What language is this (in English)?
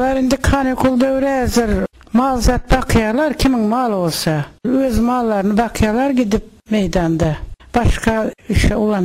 Turkmen